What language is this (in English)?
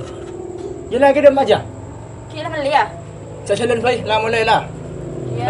Madurese